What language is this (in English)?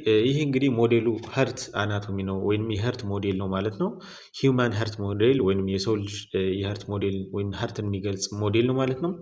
Amharic